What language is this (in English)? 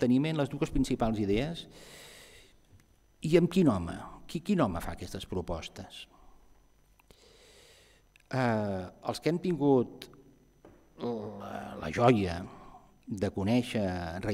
Catalan